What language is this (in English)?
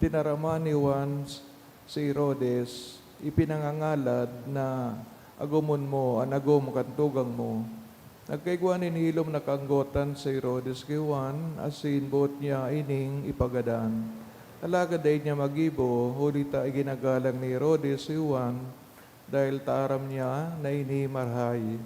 Bikol